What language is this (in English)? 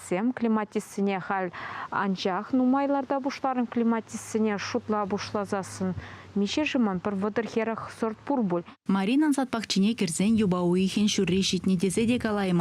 Chuvash